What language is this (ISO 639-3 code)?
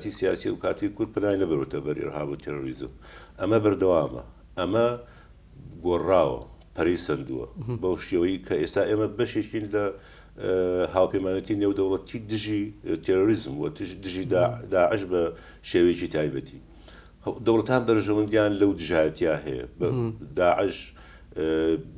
ckb